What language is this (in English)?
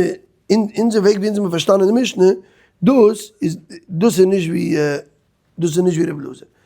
Yiddish